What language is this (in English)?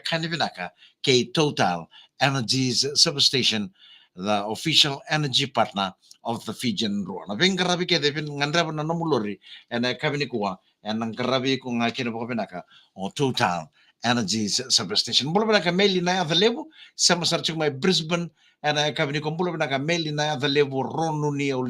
Fijian